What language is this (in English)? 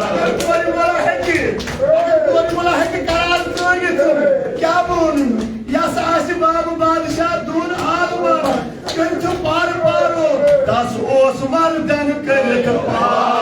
Kashmiri